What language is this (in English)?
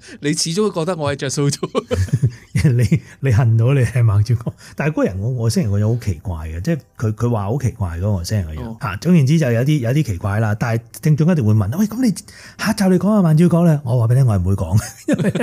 Cantonese